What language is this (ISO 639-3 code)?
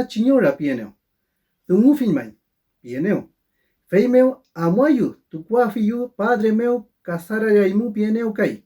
arn